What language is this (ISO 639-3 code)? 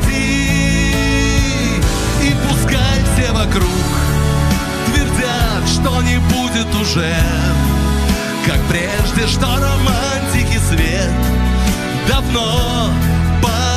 rus